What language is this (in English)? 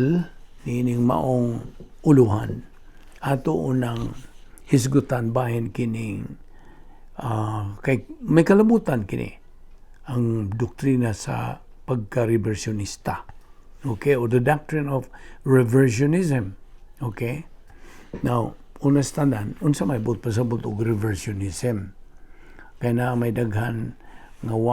Cebuano